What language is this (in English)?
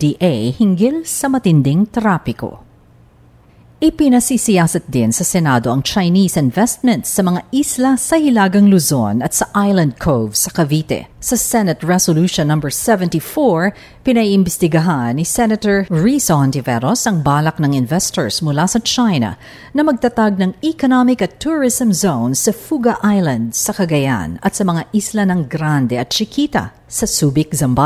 Filipino